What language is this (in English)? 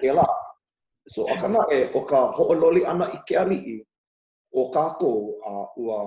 Hawaiian